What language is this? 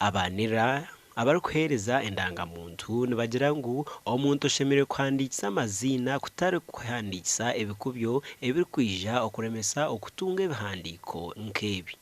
Nyankole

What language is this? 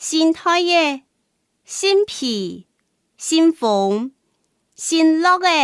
Hakka Chinese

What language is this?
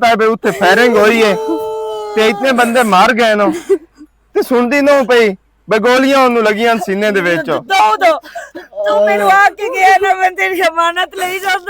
Western Panjabi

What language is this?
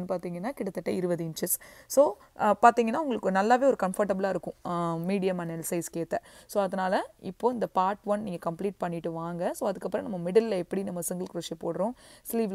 Tamil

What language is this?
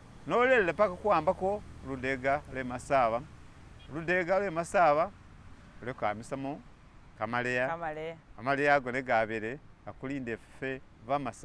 Masaaba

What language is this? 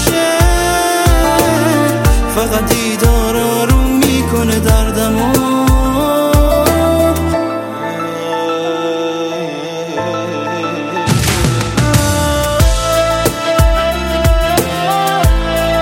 Persian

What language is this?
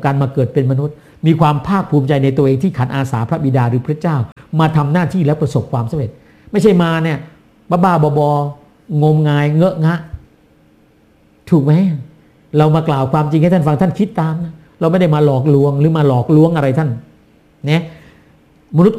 Thai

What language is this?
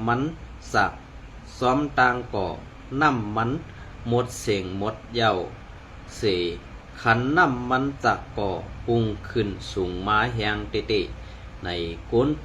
Shan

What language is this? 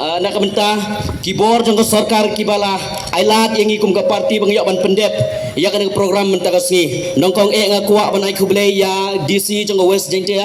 Khasi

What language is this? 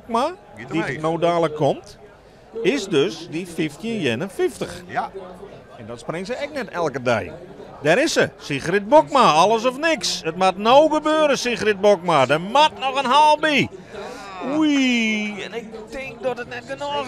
Western Frisian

